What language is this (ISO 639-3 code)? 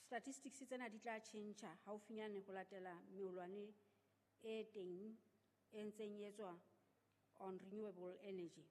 sot